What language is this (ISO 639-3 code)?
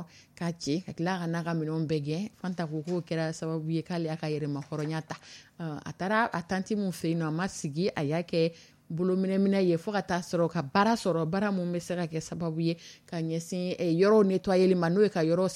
dyu